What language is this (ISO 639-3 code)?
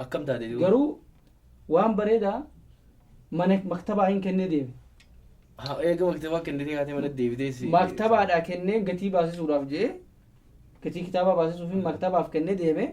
orm